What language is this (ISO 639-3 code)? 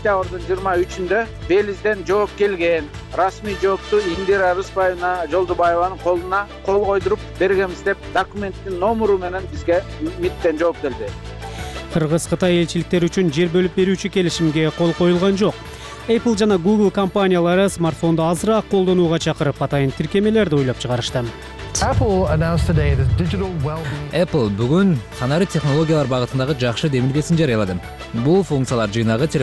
kir